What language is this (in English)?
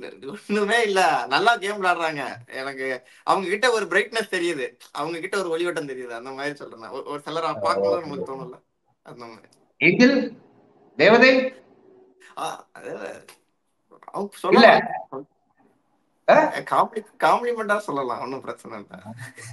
Tamil